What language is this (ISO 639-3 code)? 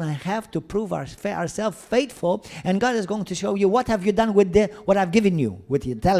eng